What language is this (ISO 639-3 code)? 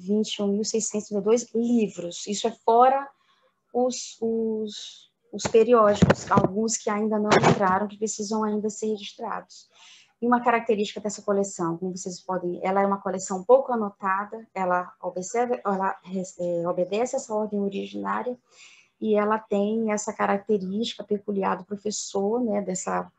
por